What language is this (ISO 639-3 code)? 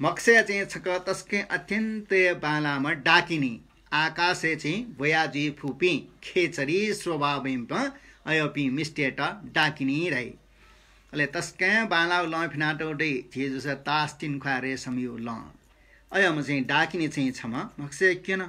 new